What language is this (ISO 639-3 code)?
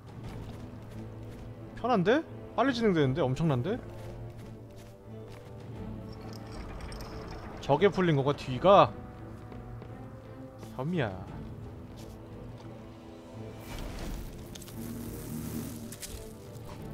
kor